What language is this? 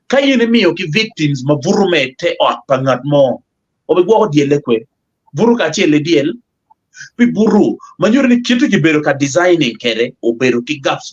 Acoli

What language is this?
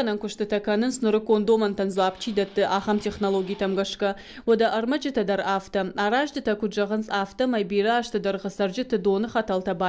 Ossetic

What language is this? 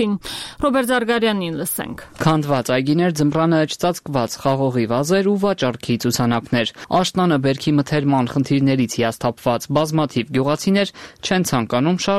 Armenian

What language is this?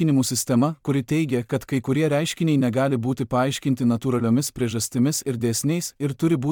Lithuanian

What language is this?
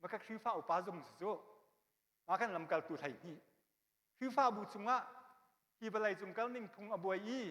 Hakha Chin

